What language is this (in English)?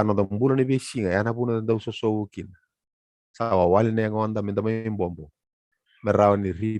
Fijian